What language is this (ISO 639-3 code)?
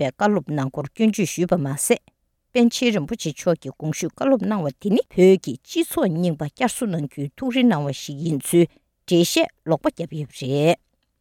bod